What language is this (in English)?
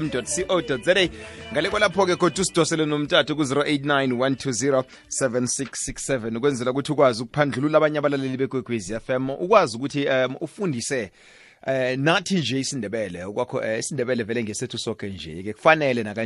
South Ndebele